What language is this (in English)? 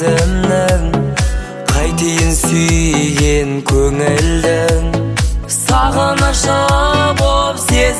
Kazakh